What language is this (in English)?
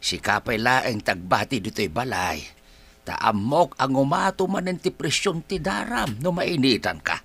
Iloko